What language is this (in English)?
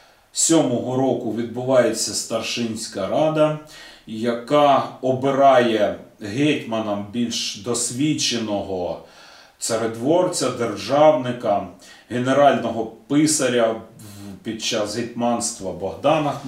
Ukrainian